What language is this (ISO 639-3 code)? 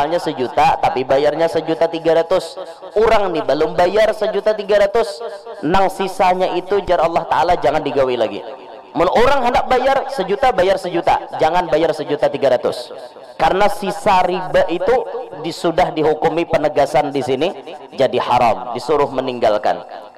bjn